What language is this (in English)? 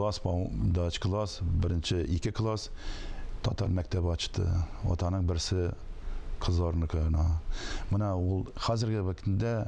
Tatar